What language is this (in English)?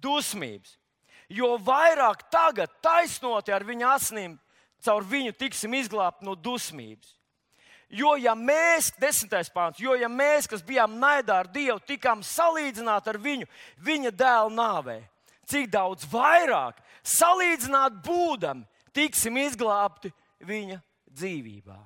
Latvian